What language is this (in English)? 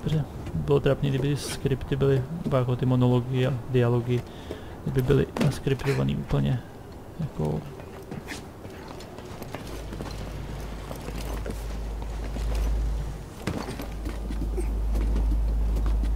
Czech